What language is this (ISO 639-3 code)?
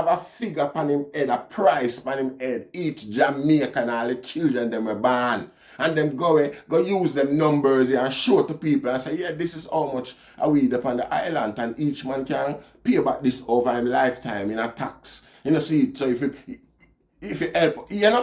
jam